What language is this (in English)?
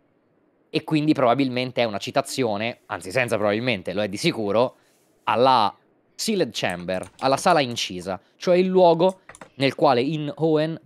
Italian